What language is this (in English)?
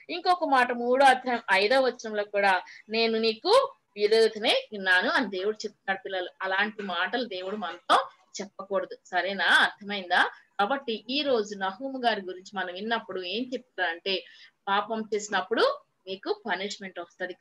Telugu